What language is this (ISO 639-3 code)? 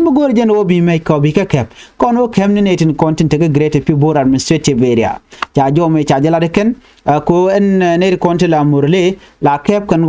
nus